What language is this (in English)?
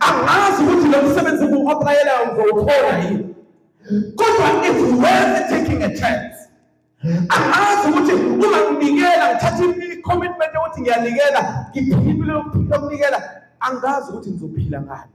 Zulu